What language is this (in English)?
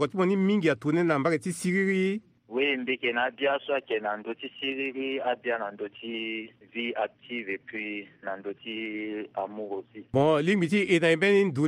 Sango